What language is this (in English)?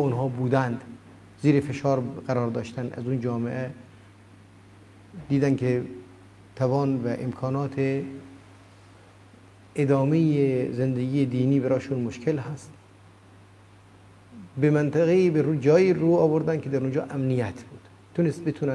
Persian